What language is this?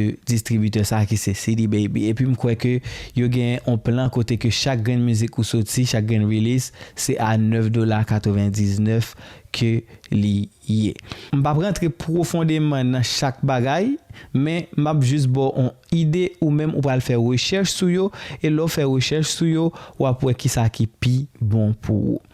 Haitian Creole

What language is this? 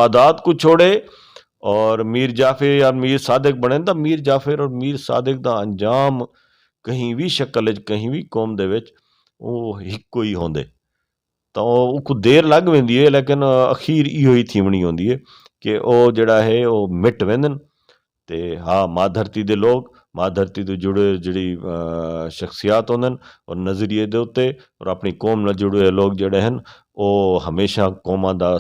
Saraiki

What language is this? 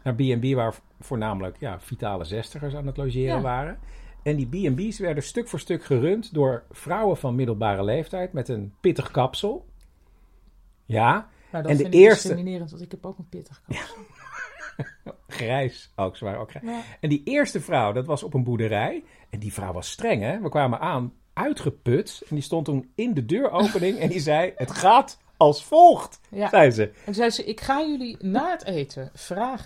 Dutch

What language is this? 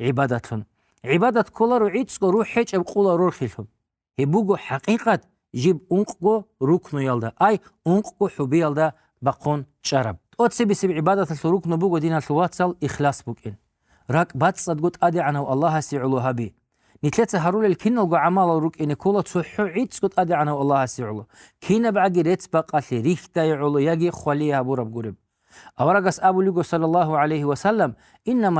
Avaric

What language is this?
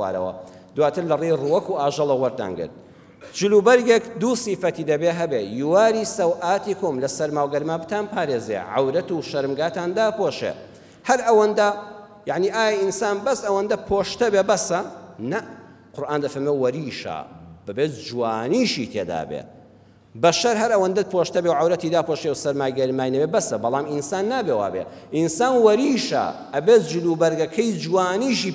Central Kurdish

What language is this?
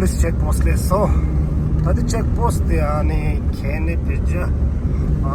Tibetan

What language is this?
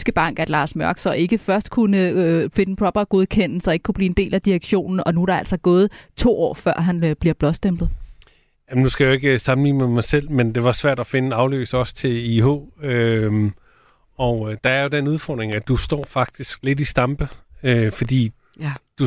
Danish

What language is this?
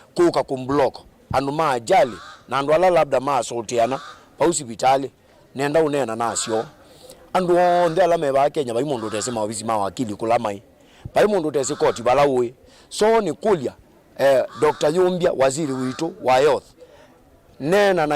Kamba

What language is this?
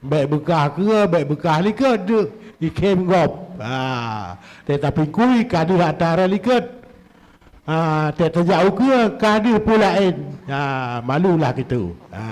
Achinese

